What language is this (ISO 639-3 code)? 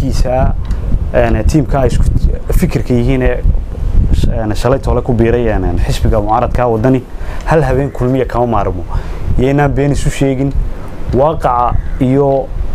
som